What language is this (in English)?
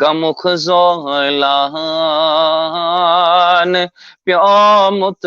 Kashmiri